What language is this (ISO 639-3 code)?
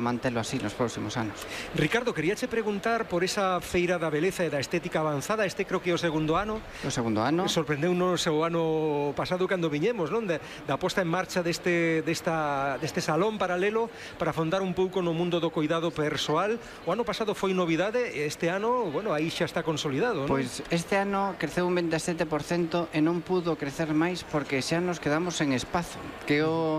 glg